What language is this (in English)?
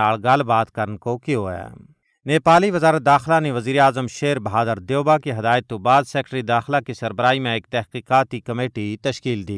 Gujari